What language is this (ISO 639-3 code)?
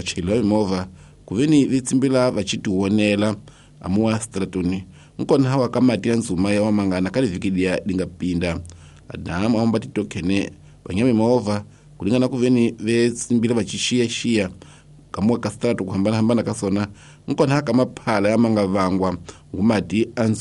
tso